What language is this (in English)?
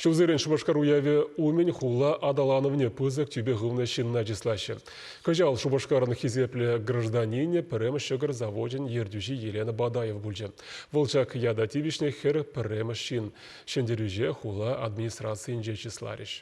Chuvash